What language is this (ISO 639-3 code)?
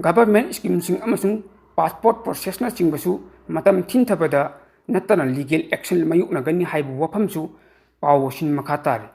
mni